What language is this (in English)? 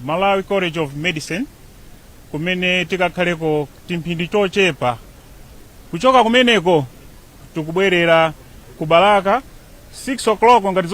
Nyanja